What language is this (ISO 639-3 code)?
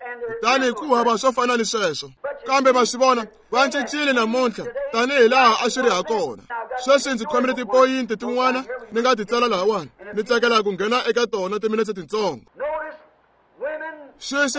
tso